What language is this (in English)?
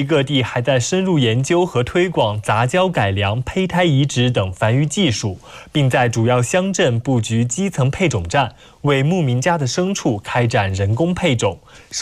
Chinese